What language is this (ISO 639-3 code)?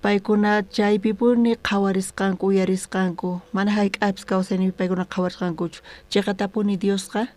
quh